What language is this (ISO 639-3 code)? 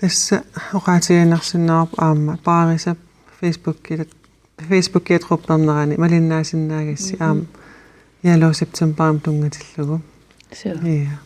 kal